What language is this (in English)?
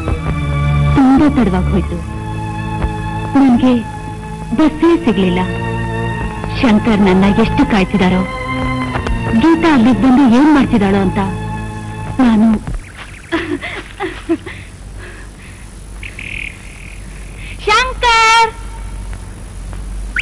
Kannada